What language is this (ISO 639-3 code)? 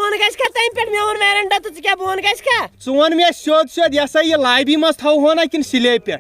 kas